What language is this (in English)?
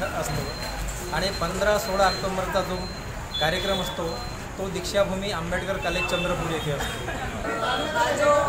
Marathi